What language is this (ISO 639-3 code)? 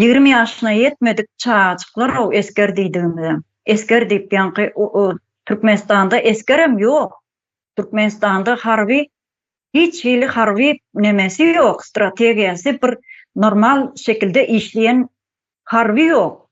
tuk